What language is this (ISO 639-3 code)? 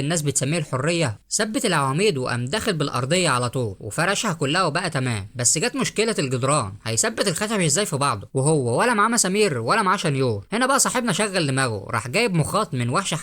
arz